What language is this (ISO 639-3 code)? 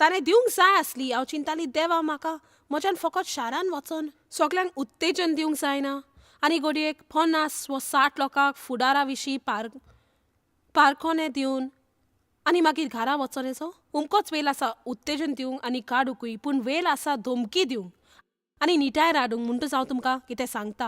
kok